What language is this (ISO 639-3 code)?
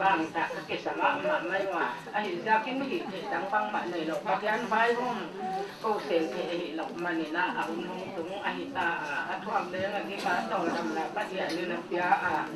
pck